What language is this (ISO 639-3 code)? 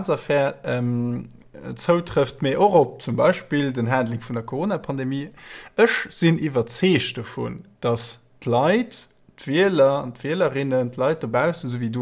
ltz